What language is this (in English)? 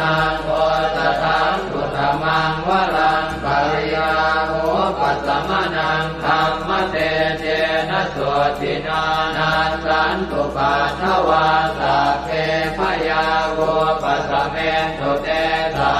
Pali